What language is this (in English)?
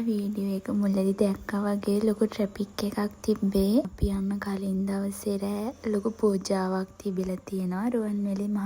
Sinhala